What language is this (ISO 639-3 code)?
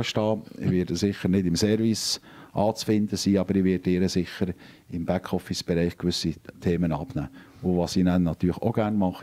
gsw